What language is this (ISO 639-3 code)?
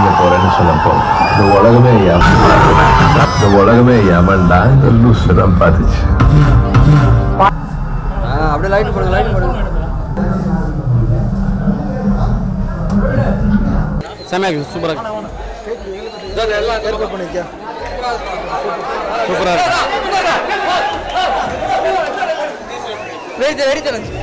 tam